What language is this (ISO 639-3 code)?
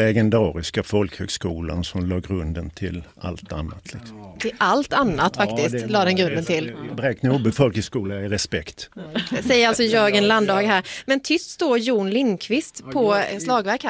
swe